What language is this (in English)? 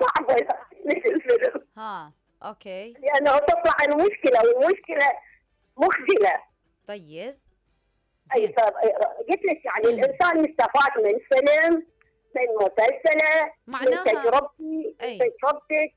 Mesopotamian Arabic